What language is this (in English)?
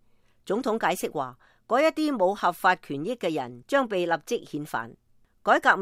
Cantonese